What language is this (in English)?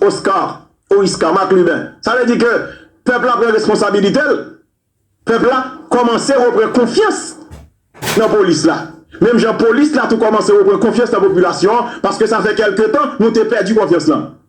Haitian Creole